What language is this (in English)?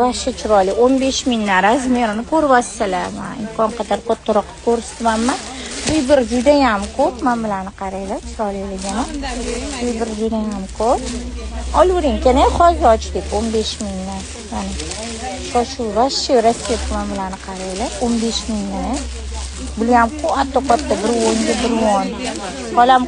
Uzbek